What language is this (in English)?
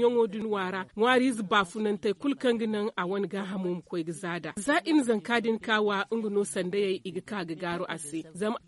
Zarma